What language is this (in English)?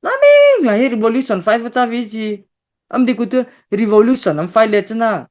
Mara Chin